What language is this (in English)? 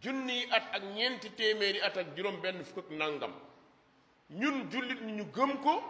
Wolof